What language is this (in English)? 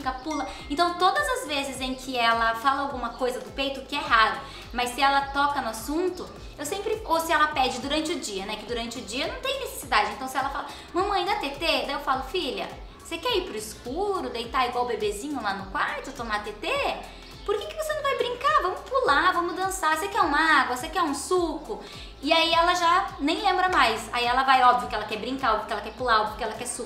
Portuguese